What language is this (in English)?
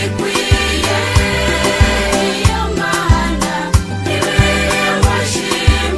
Kinyarwanda